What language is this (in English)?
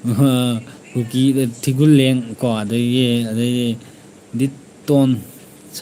Manipuri